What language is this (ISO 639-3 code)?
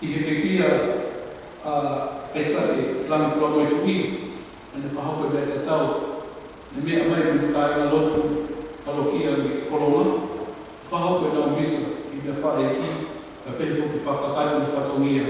ton